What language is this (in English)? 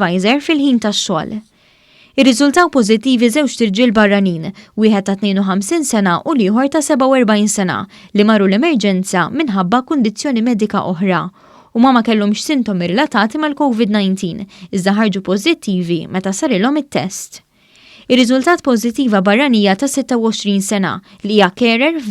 Maltese